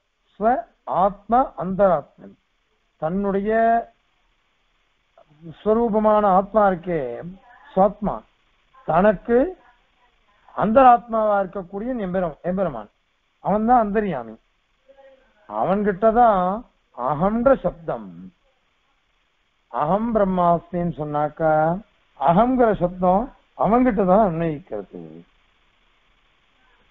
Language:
Tamil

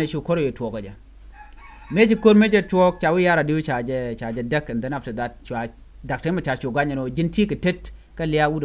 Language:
Nuer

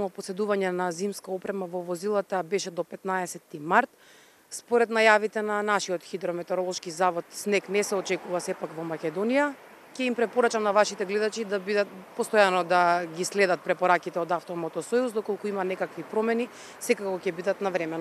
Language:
Macedonian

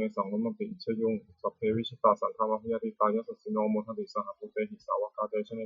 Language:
Pali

